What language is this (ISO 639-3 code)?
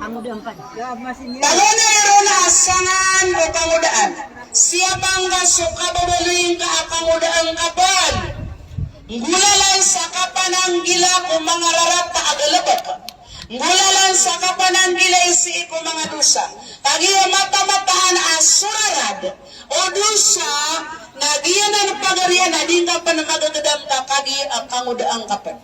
mrw